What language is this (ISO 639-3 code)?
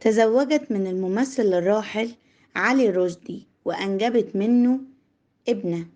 arz